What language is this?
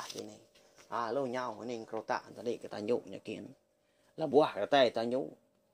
Iban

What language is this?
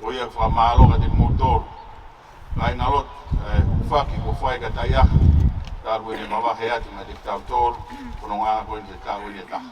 Tongan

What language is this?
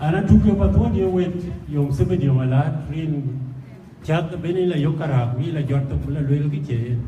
Dinka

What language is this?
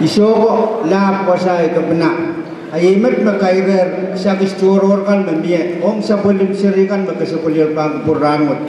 Pohnpeian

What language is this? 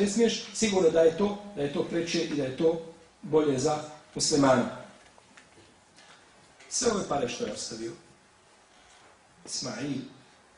Bosnian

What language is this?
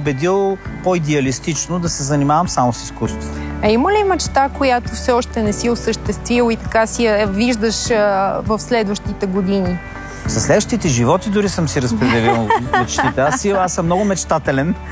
Bulgarian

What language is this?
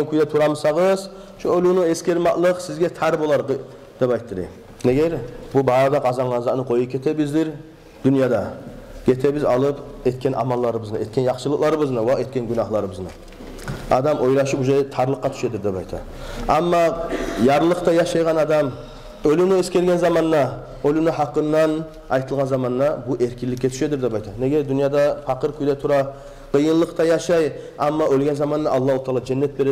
Kumyk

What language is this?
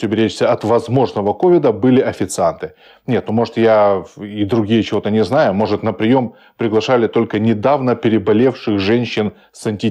Russian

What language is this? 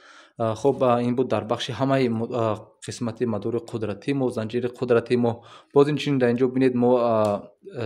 Tajik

